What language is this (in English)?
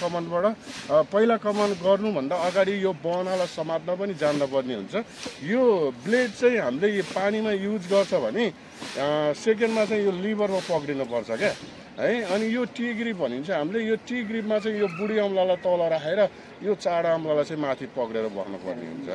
Nepali